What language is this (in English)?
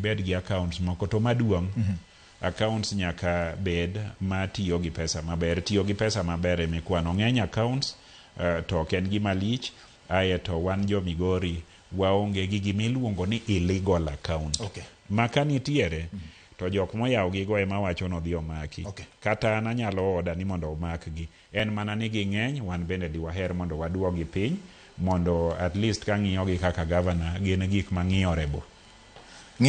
Luo (Kenya and Tanzania)